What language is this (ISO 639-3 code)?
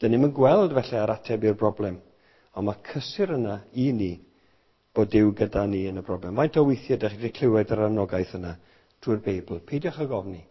cym